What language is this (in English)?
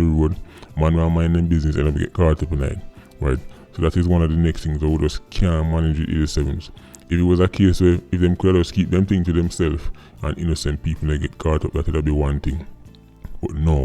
Jamaican Creole English